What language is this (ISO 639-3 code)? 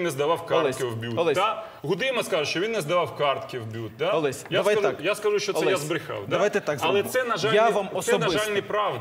ukr